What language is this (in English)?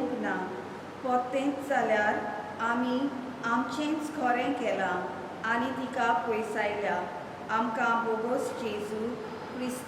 Konkani